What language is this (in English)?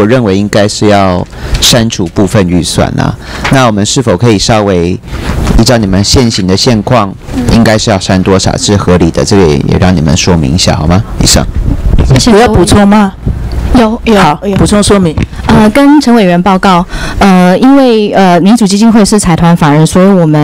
Chinese